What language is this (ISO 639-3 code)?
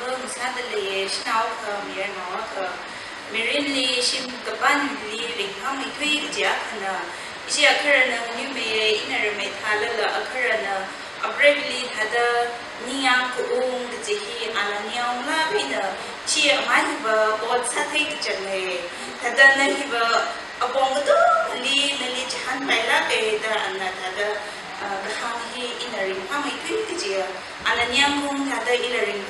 nmf